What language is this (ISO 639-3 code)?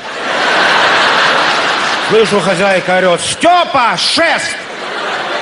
rus